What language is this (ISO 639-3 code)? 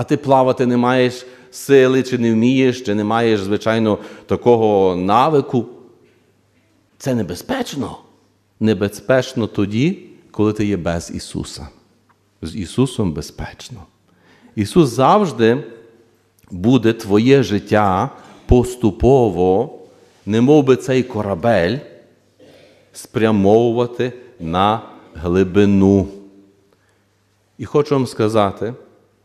ukr